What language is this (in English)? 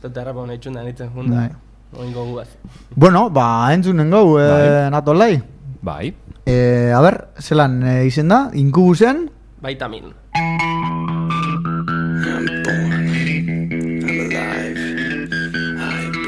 Basque